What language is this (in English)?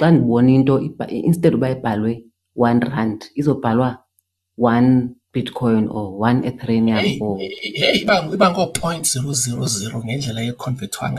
Xhosa